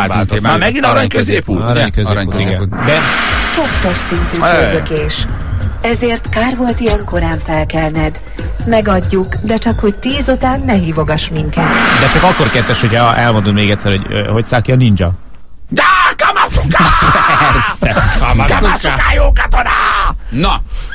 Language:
Hungarian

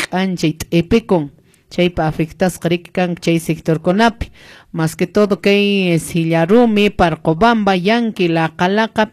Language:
Quechua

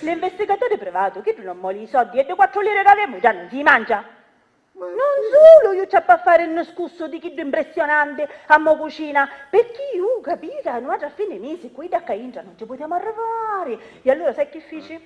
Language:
Sicilian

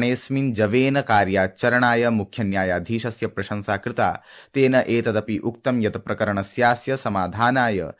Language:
Sanskrit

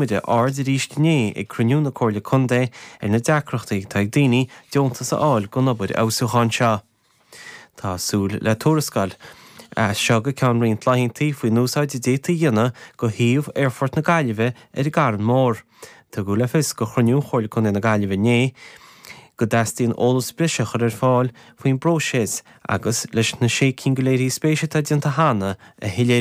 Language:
Irish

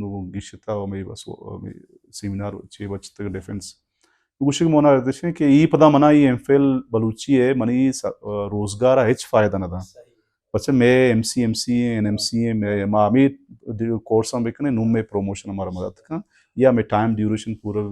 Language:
Baluchi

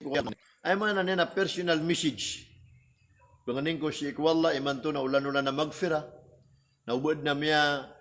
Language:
Maranao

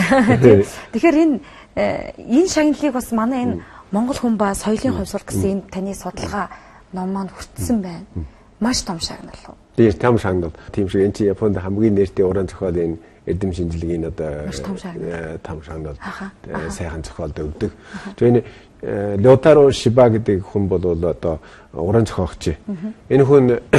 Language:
Mongolian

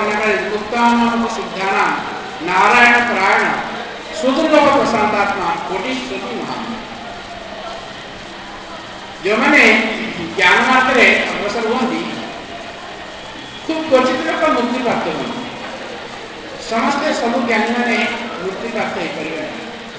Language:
Odia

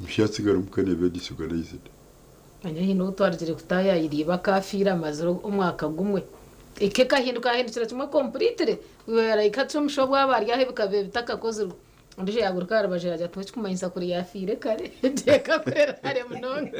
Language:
Nyankole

